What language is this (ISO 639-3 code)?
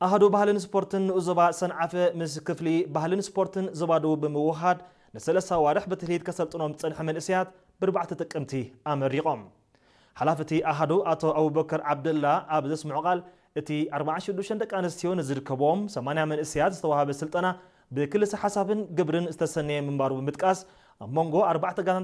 tir